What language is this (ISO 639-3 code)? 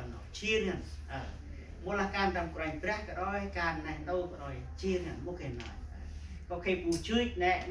cmo